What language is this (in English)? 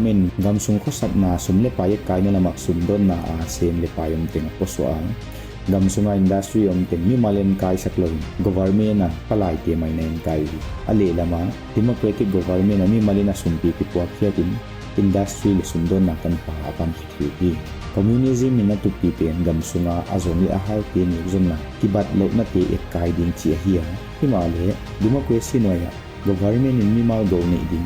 Paite Chin